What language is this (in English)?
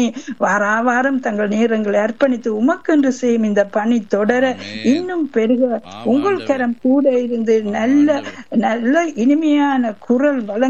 Tamil